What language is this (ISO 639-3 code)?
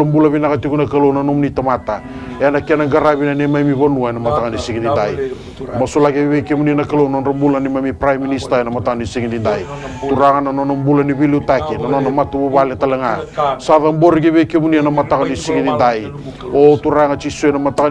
fij